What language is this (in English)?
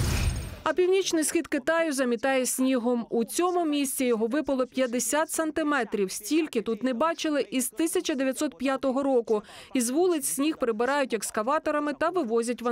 Ukrainian